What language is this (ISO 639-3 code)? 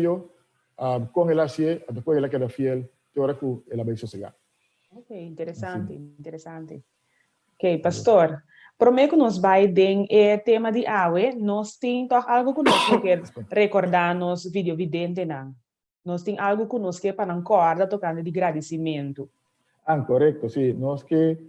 pap